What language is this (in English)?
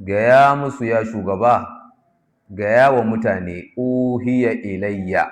Hausa